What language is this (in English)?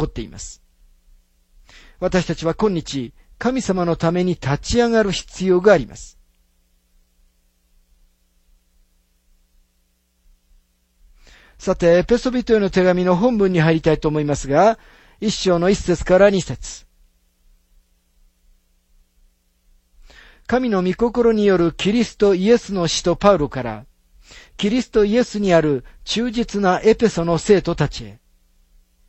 Japanese